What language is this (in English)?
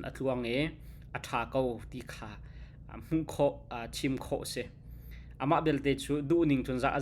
Hakha Chin